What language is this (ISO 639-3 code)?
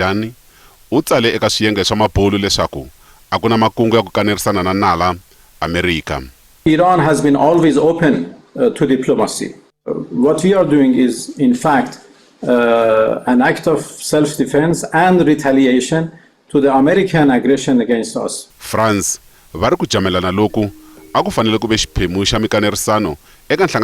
tso